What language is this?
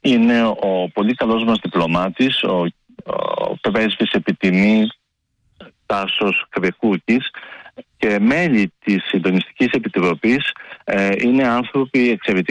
Greek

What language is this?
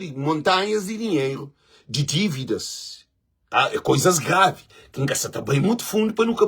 Kabuverdianu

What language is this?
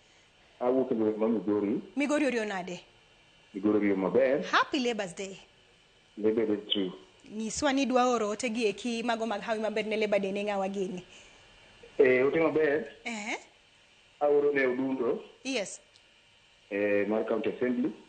Luo (Kenya and Tanzania)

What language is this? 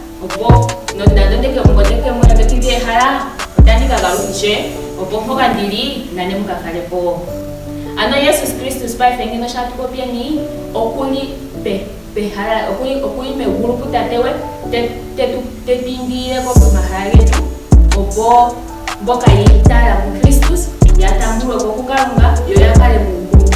Ndonga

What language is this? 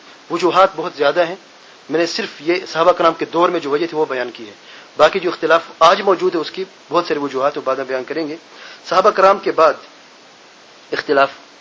Urdu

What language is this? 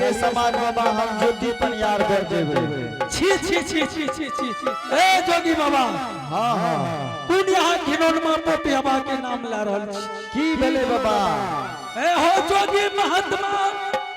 Angika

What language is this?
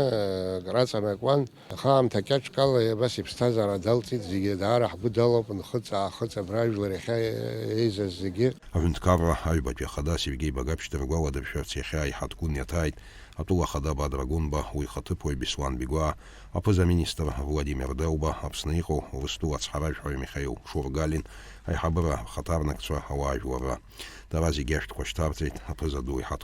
Abkhazian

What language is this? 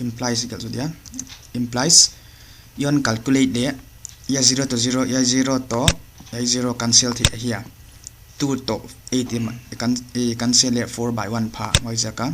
Paite Chin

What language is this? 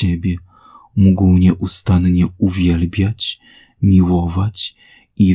Polish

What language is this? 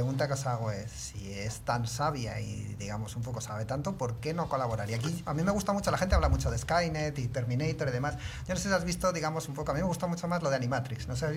Spanish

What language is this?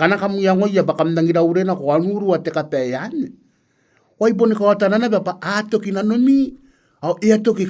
Gilbertese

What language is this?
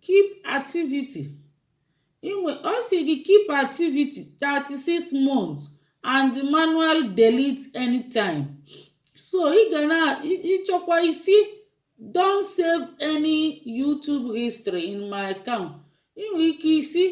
Igbo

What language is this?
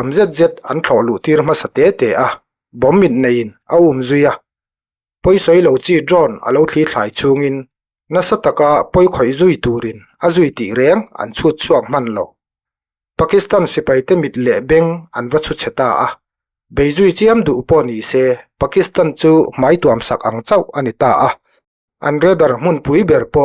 Mizo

